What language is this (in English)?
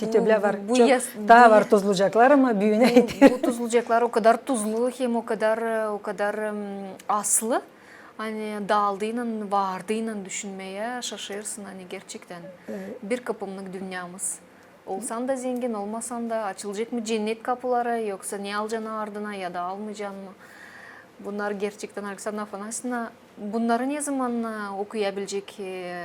Gagauz